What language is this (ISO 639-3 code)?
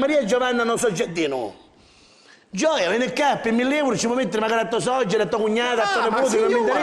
scn